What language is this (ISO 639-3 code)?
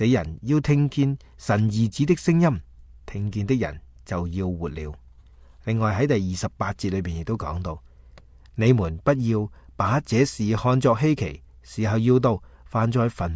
yue